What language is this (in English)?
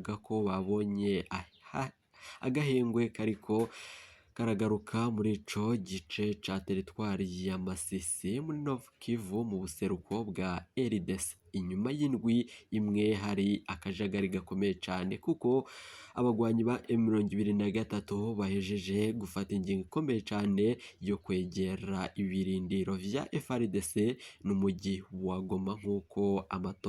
Rundi